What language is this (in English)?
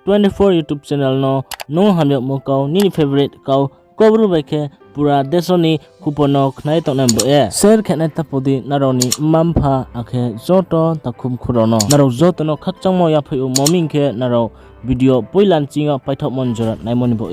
Riang (India)